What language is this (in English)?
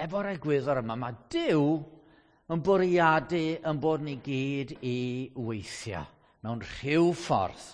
Welsh